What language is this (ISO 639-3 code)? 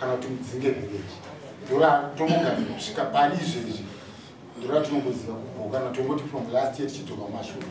sna